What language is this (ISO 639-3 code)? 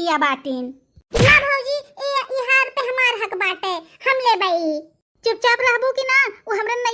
bho